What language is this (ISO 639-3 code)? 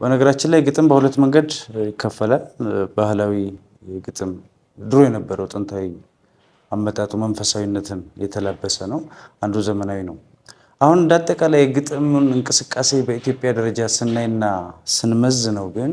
amh